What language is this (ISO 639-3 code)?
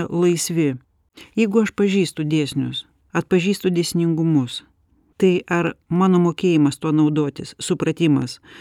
lit